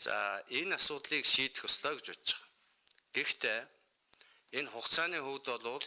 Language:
Mongolian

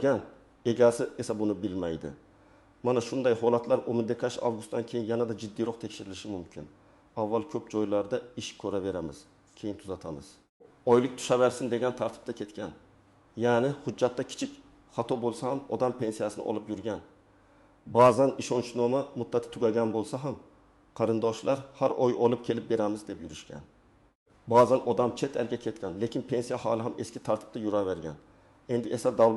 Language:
Uzbek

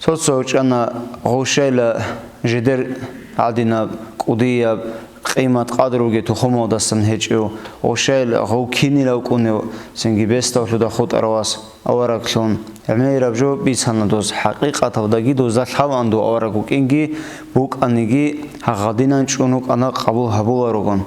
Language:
Avaric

